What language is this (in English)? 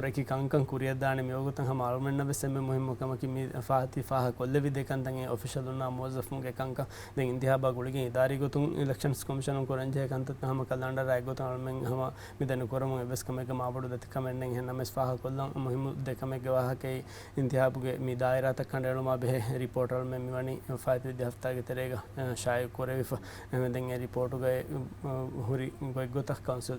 Divehi